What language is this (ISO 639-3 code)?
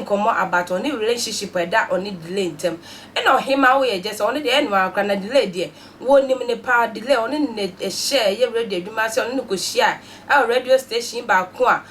aka